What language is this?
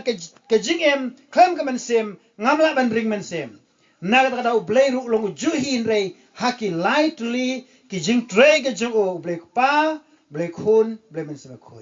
Khasi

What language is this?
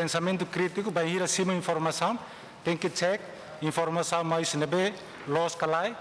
Tetum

